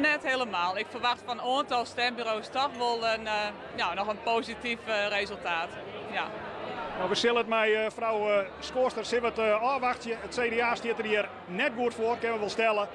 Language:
Western Frisian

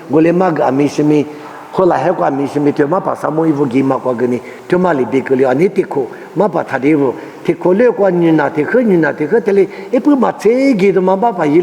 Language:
Lisu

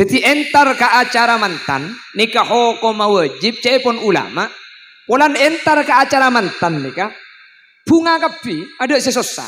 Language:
Madurese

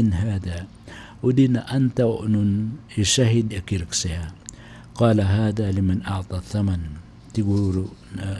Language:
Maranao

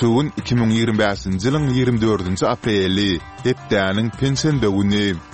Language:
Turkmen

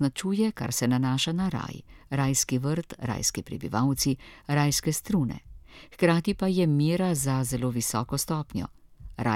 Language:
Slovenian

